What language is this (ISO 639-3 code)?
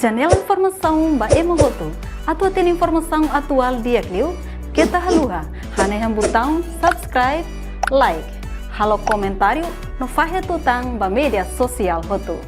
tet